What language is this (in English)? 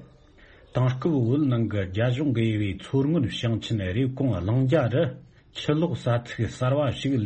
Tibetan